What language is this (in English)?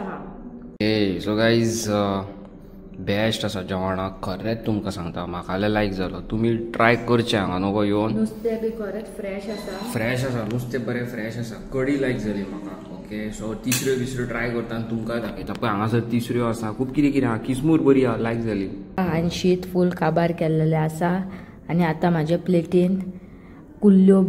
Konkani